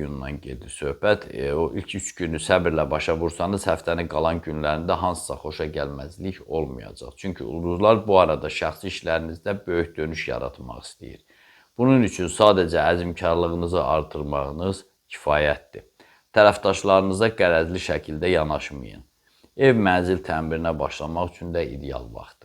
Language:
Azerbaijani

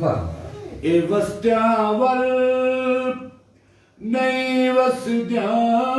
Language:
Saraiki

